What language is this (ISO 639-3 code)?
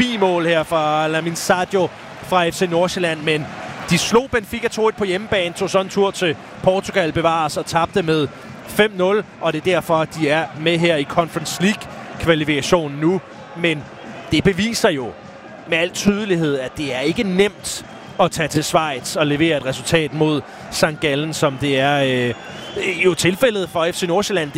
dan